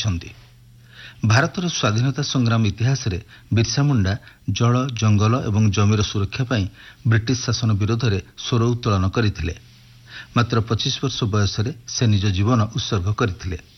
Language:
Odia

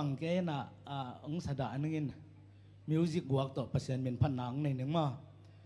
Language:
Tedim Chin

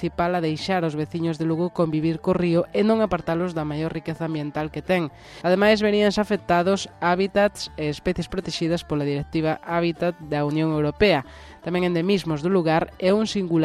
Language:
Galician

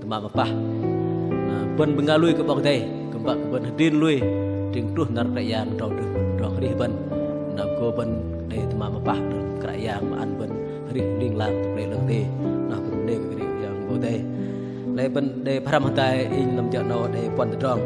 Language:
Bahnar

